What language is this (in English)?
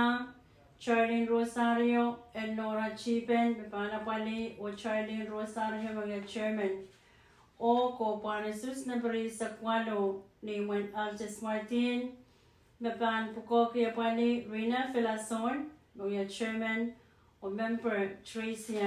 Pohnpeian